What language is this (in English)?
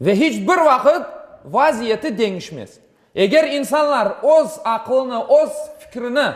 Crimean Tatar